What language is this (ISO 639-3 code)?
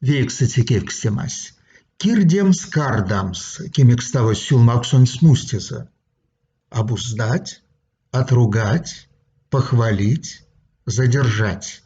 myv